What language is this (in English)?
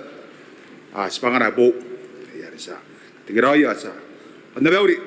Gilbertese